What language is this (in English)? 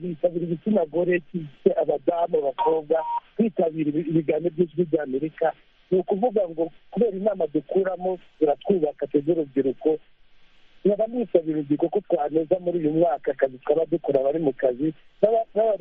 Kinyarwanda